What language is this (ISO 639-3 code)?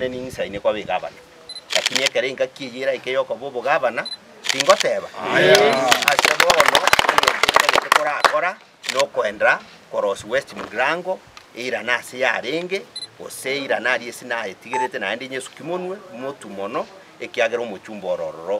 guz